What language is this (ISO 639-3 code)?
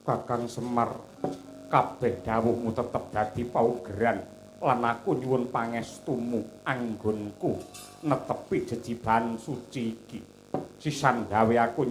jav